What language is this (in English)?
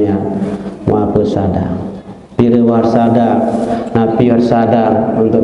Sasak